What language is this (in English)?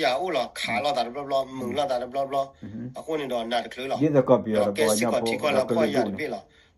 S'gaw Karen